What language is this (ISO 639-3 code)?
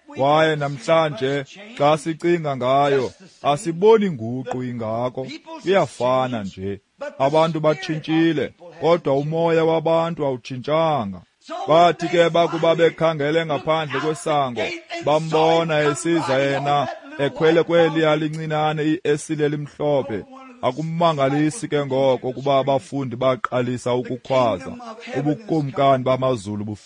xho